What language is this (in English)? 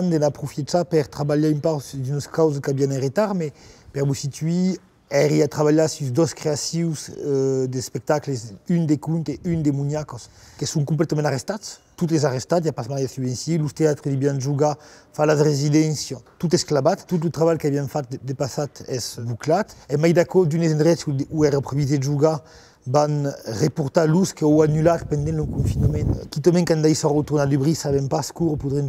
Occitan